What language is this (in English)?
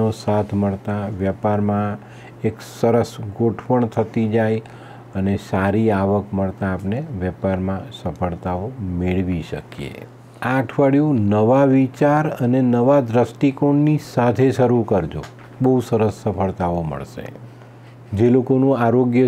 Gujarati